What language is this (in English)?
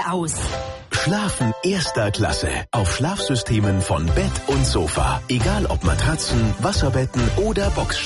German